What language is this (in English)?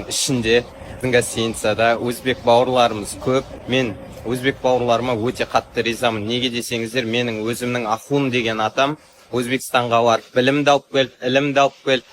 Kazakh